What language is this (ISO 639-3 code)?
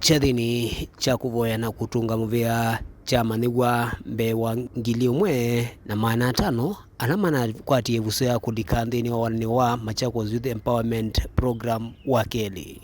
kam